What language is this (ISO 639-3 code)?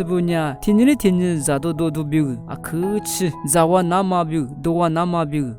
lis